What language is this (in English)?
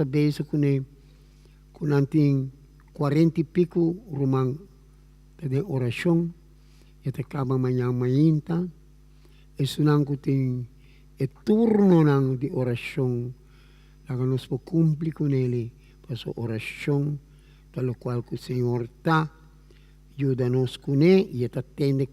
Papiamento